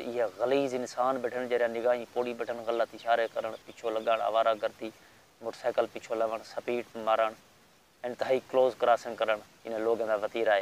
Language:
Saraiki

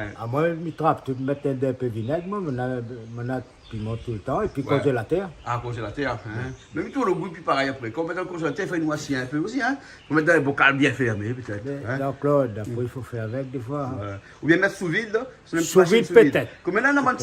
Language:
Réunion Creole French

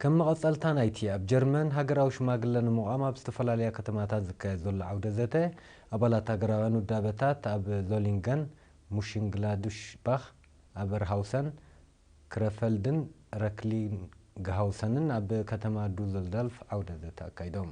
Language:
Tigrinya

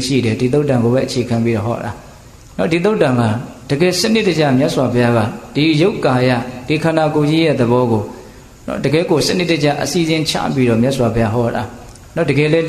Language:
Burmese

